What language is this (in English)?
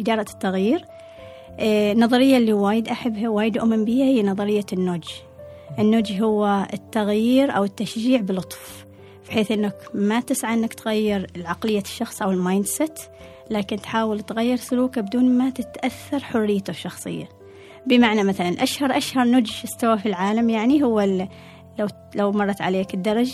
Gulf Arabic